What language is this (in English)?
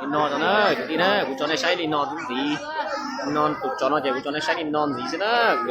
Hmong